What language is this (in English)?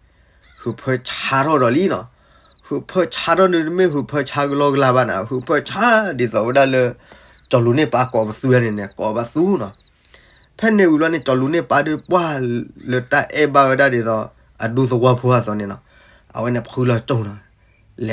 S'gaw Karen